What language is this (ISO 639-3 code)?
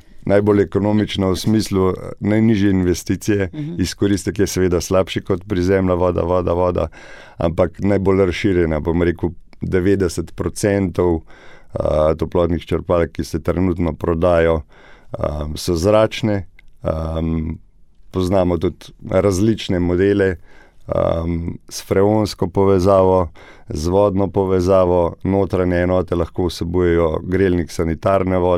slv